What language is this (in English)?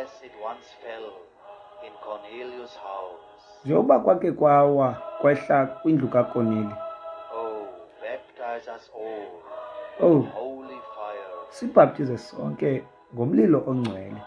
Xhosa